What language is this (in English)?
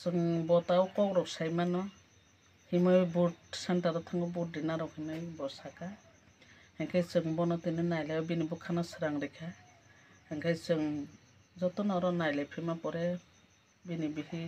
Kok Borok